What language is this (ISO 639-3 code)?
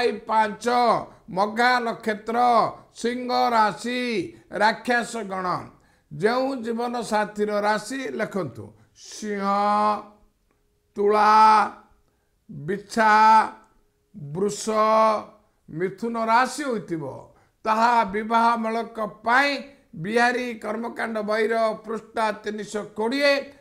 ori